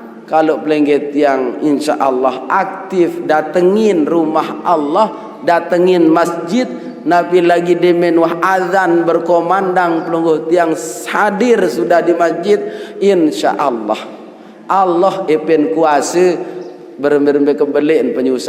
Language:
Sasak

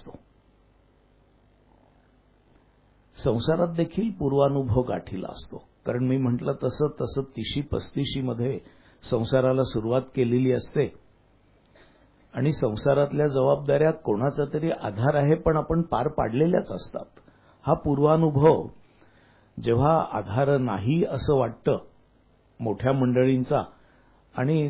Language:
Marathi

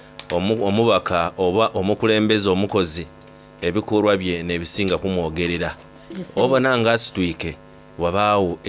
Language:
Soga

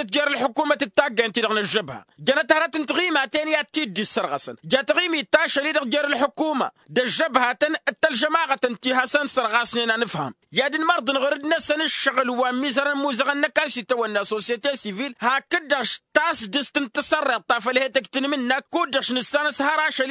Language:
Tamasheq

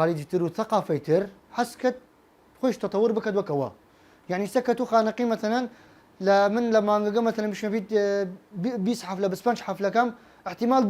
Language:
Southern Kurdish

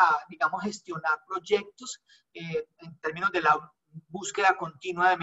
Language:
Spanish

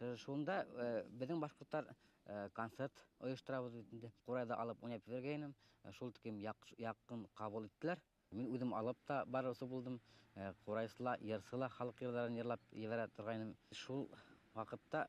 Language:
Bashkir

